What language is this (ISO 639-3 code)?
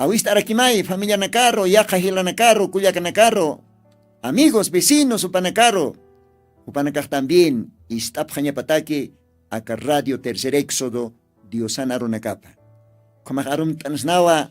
aym